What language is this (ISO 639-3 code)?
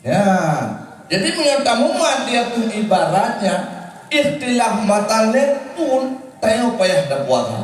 ace